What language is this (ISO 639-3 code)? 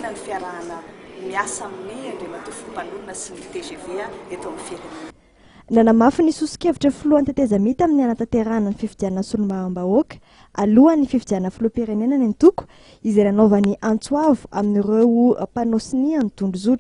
mlg